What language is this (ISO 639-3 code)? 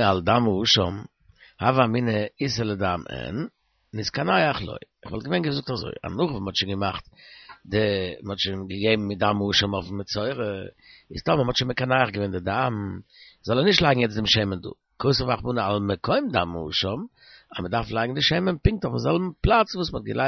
yid